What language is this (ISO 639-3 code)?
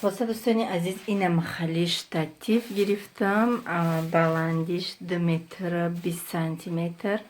tgk